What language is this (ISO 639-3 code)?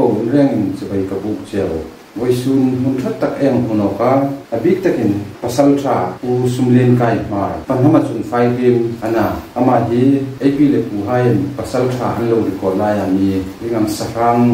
hmr